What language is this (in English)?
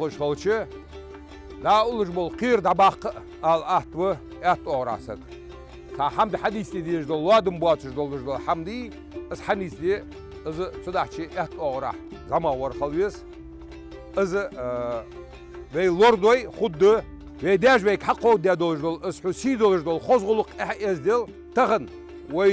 Ingush